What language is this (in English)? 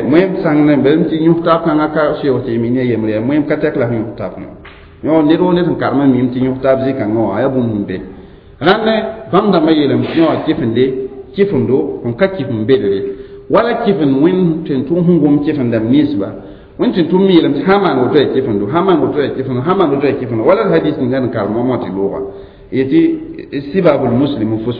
Mossi